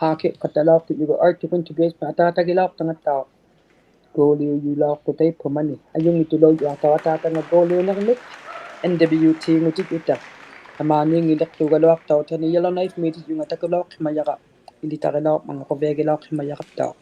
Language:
Inuktitut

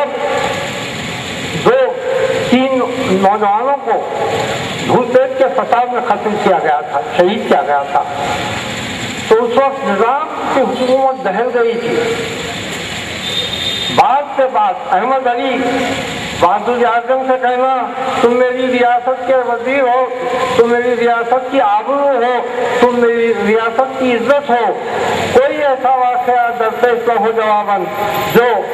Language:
Urdu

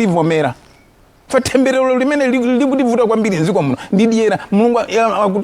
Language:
Nyanja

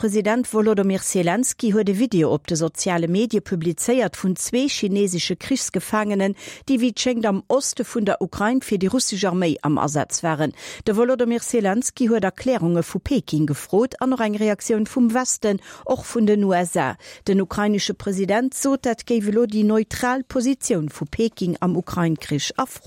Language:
Luxembourgish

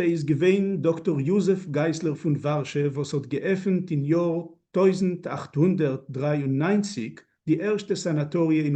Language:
Yiddish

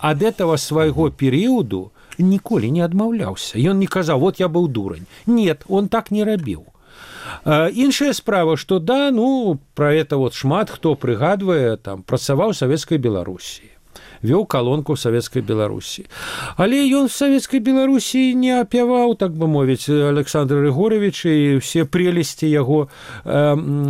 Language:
Belarusian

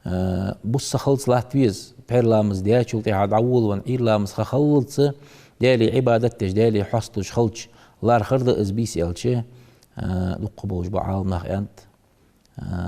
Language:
Ingush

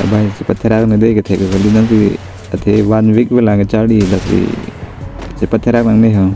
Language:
Karbi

